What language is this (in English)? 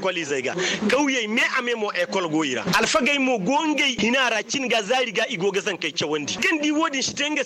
Zarma